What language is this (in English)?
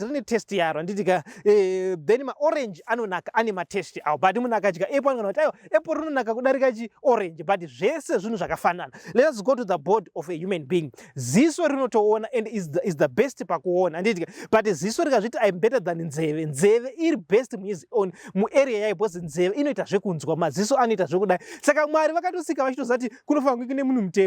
Shona